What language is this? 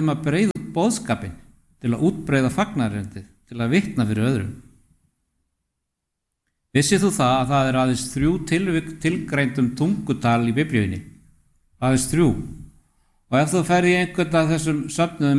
Icelandic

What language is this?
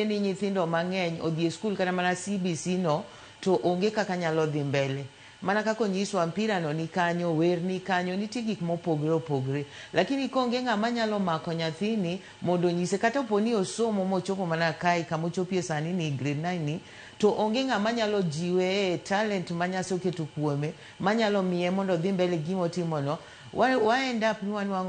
Luo (Kenya and Tanzania)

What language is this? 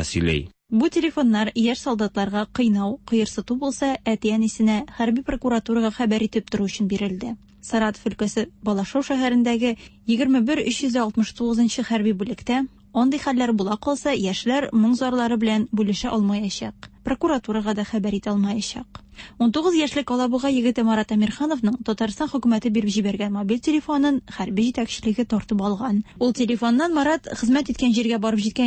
Tatar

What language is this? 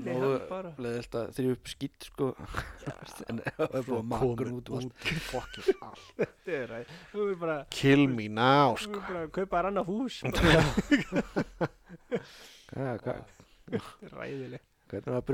Icelandic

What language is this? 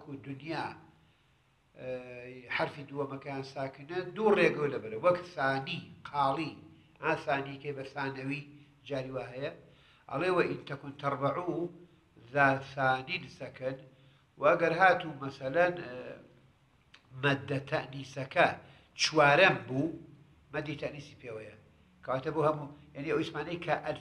Arabic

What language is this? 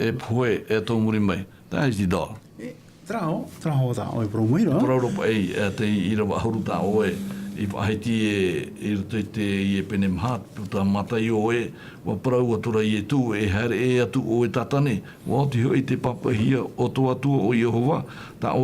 Tahitian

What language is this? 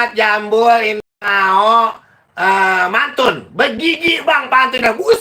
Betawi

